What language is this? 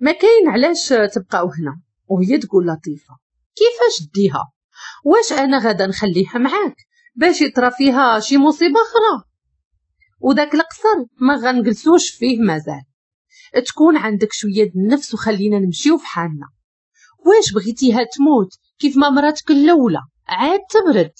Moroccan Arabic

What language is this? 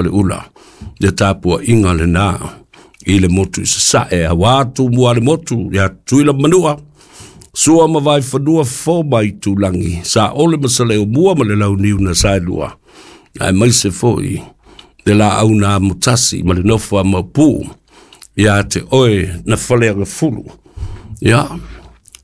Samoan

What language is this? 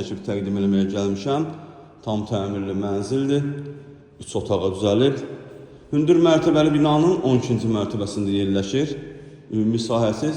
Azerbaijani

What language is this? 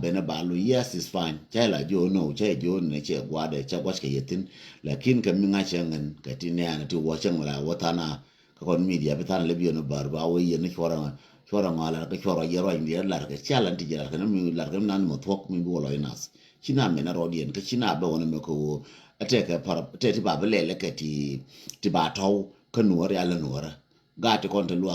Nuer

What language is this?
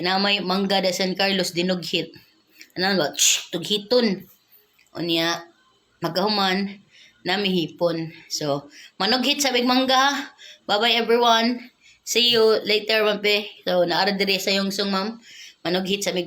Cebuano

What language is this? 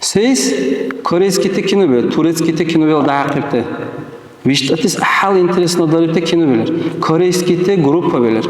Dargwa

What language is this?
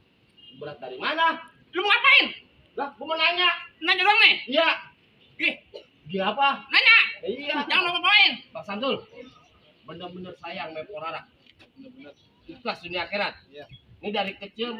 Betawi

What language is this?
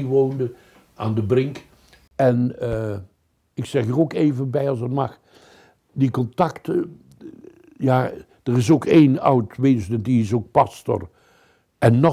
Dutch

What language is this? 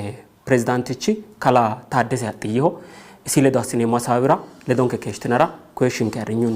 Sidamo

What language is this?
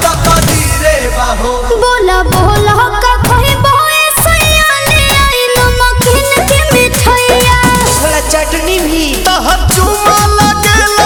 Bhojpuri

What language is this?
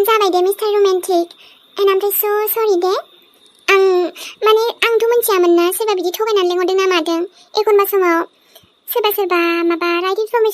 Bodo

